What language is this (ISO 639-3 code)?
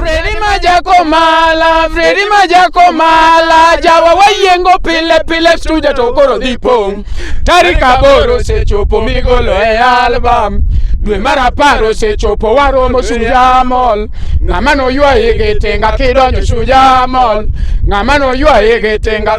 luo